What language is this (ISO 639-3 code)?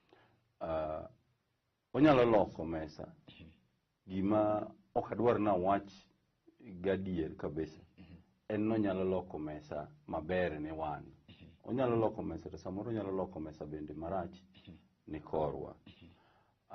luo